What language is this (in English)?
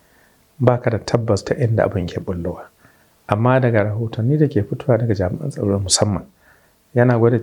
Hausa